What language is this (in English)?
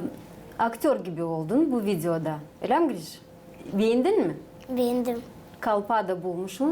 Gagauz